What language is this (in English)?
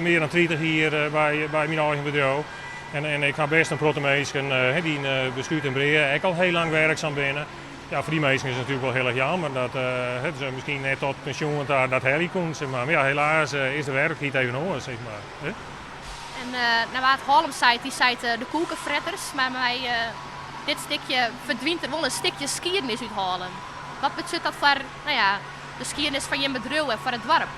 Western Frisian